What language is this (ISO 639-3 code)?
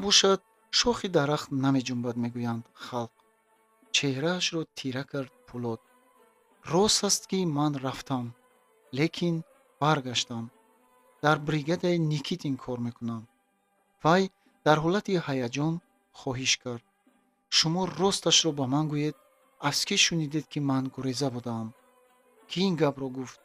tgk